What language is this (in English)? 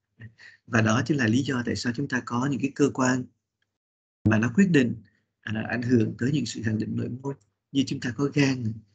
Vietnamese